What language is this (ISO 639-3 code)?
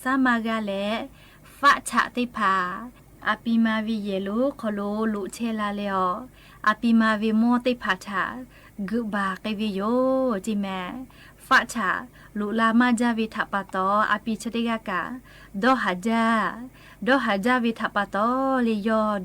lhu